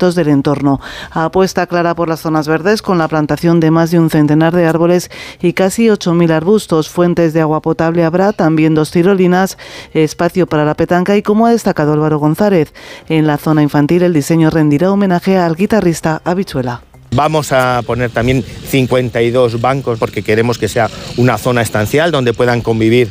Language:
Spanish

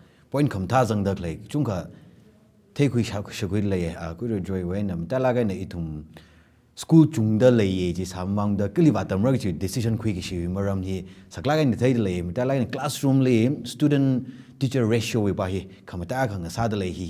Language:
Tangkhul Naga (India)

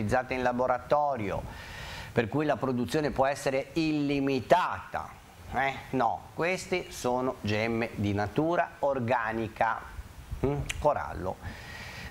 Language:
Italian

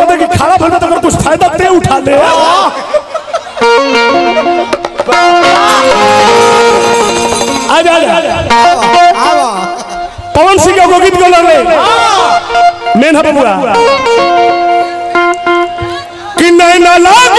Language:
Bhojpuri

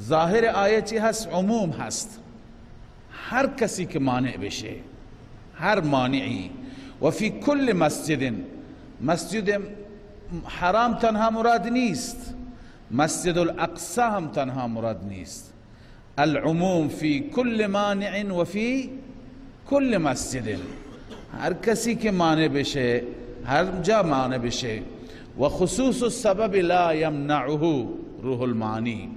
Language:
Persian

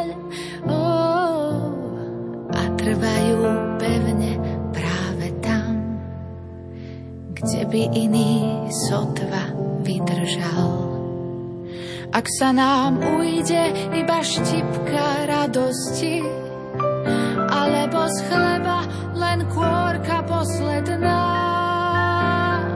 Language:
Slovak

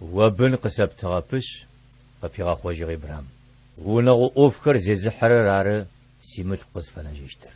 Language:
Adyghe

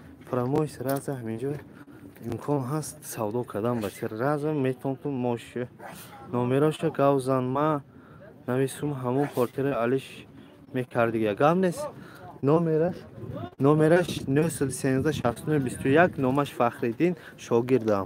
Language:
Tajik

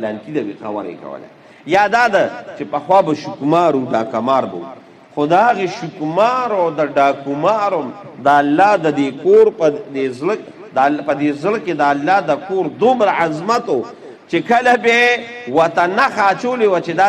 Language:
Pashto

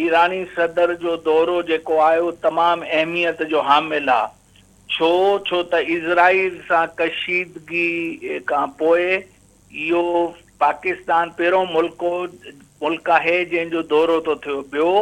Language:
Sindhi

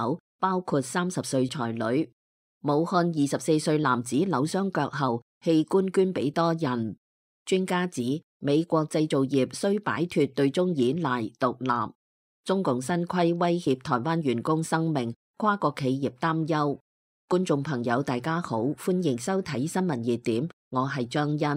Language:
Cantonese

